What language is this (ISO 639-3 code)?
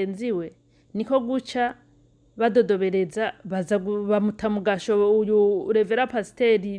run